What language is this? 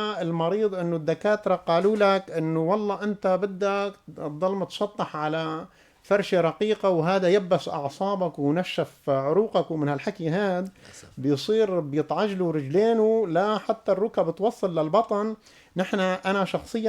North Levantine Arabic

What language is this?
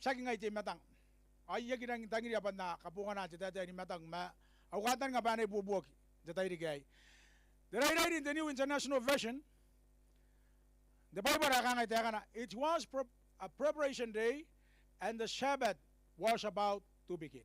Gilbertese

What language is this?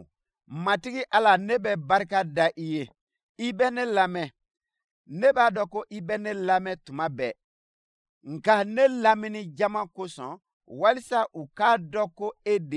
Bambara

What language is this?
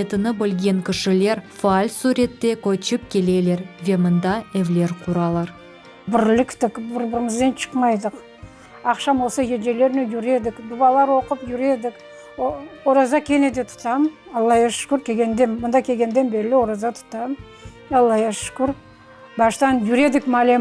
Crimean Tatar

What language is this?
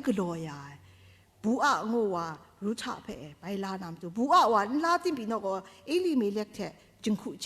Kachin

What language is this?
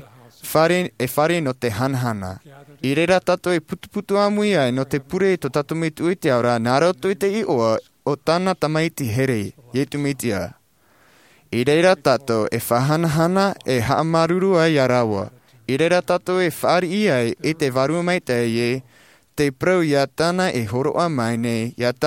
Tahitian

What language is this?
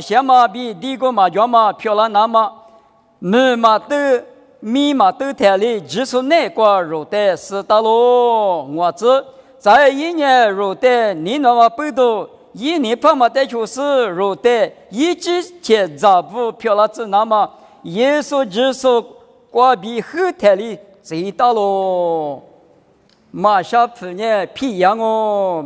Lisu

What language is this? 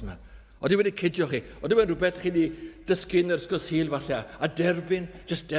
Welsh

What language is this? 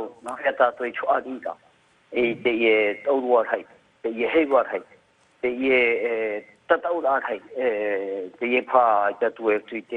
Tahitian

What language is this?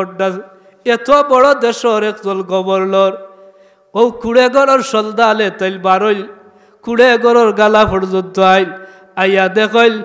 Sylheti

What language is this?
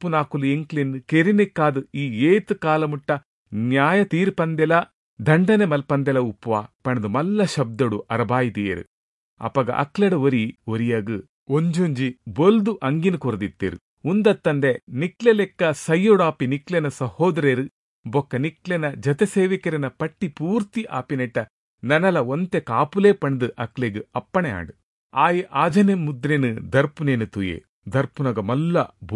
Tulu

